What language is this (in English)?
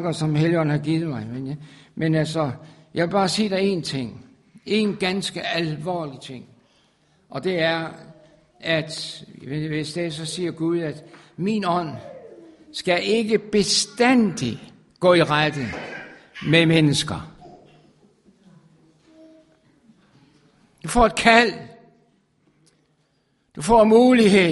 Danish